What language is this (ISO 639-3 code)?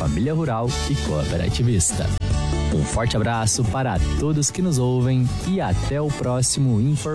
por